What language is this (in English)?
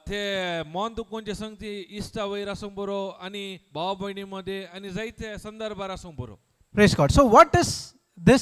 Konkani